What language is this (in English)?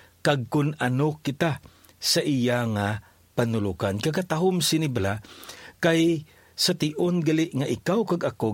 Hiligaynon